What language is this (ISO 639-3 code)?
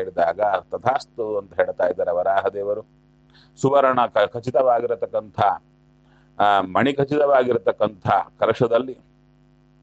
kan